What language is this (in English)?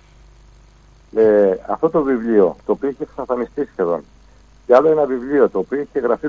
Greek